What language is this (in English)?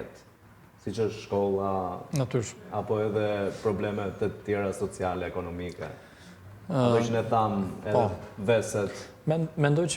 Albanian